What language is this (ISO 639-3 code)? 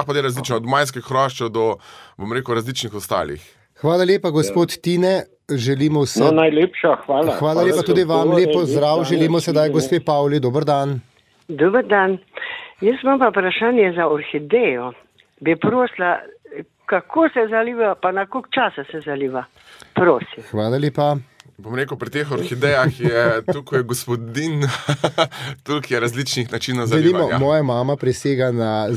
slv